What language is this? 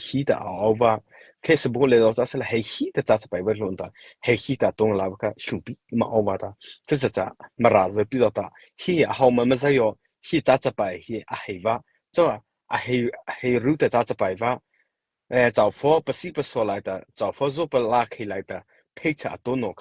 Mara Chin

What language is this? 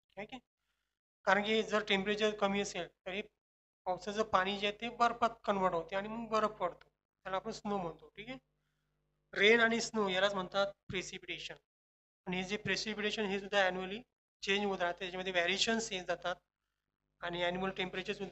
Marathi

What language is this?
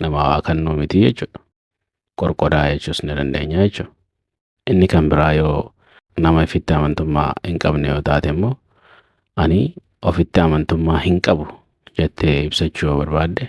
Oromo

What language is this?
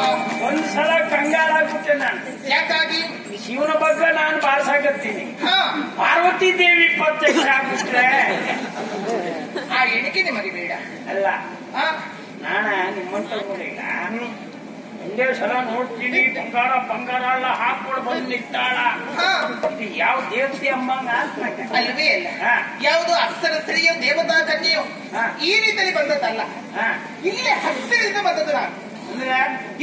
Kannada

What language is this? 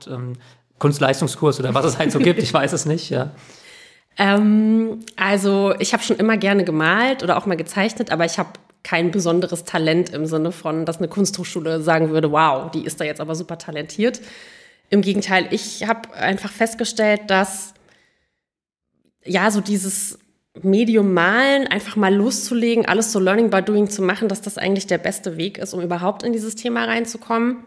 German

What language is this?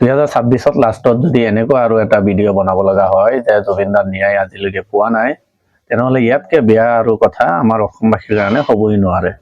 Assamese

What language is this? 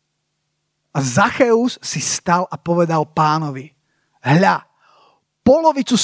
Slovak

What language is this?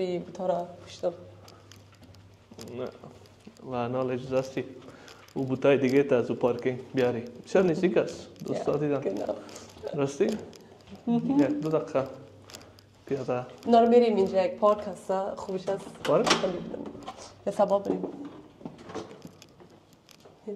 Persian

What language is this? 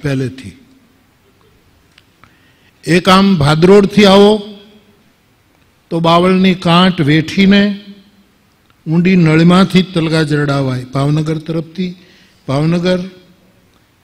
Gujarati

